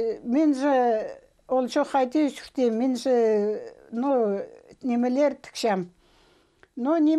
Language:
Khakas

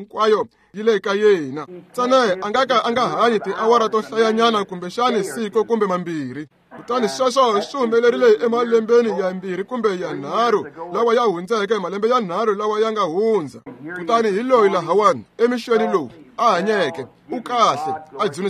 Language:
Tsonga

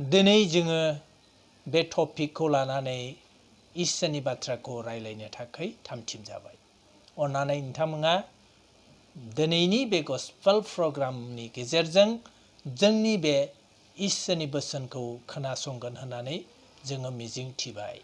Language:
Bodo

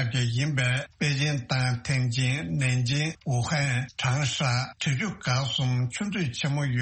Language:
Tibetan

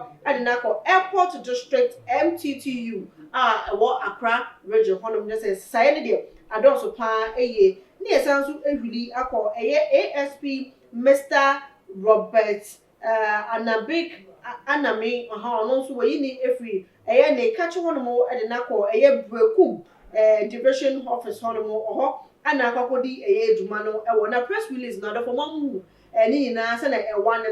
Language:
Akan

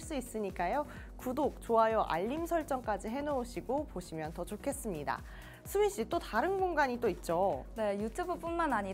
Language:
Korean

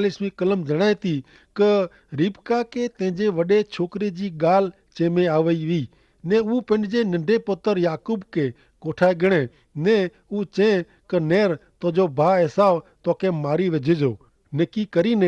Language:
Kachhi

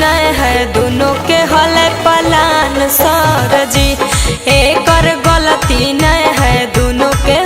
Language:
Magahi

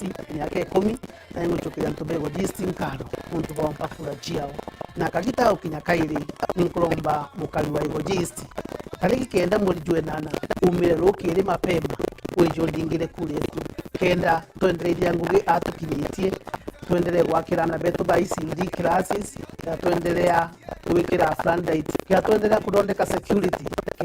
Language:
Meru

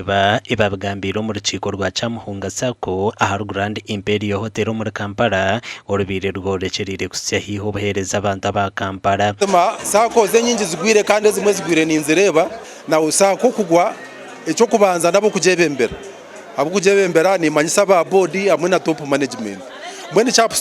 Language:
Nyankole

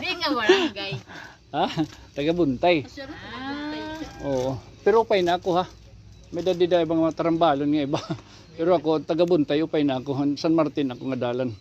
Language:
Waray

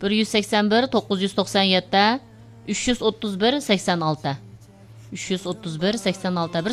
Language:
Uyghur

